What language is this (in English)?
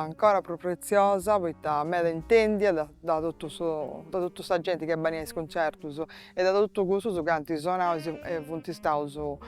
Sardinian